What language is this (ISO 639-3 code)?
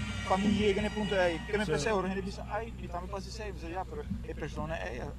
pap